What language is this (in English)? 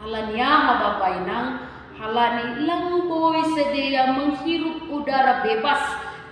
Batak Simalungun